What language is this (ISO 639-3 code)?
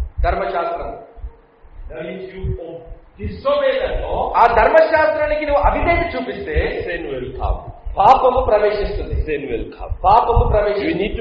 tel